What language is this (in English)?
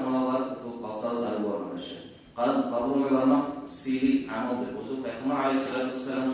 Kumyk